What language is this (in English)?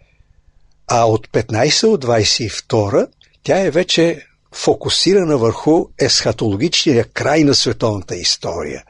Bulgarian